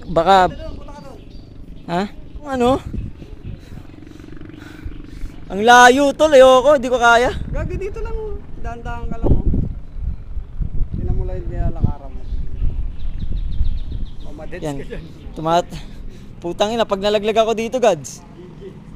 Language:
Filipino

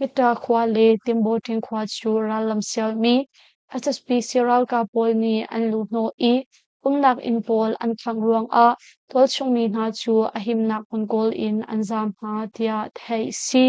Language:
Hakha Chin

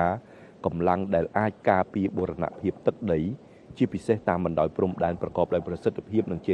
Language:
Khmer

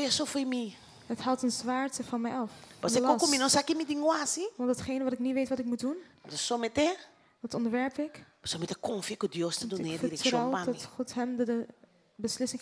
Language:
Papiamento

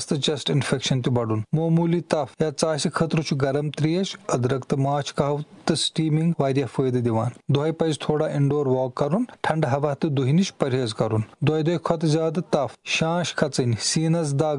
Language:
Kashmiri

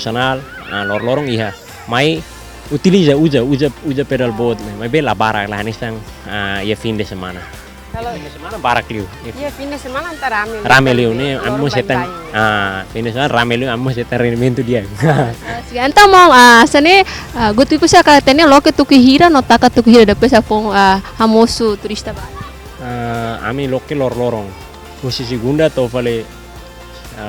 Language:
Tetum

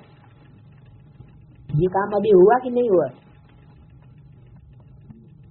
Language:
Hindi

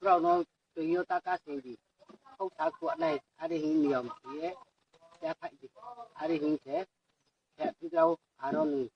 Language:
Riang (India)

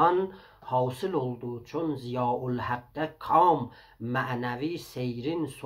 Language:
South Azerbaijani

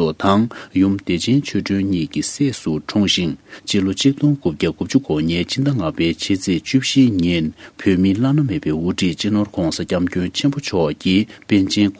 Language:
Tibetan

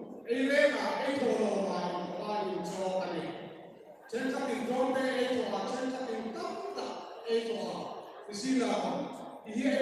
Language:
Hmar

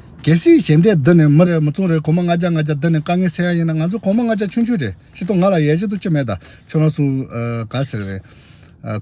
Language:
Tibetan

